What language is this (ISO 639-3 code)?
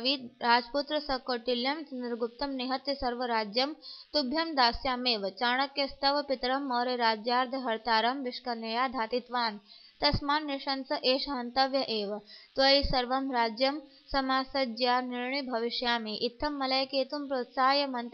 san